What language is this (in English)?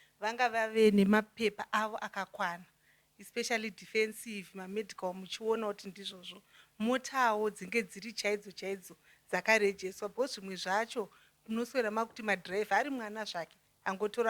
Shona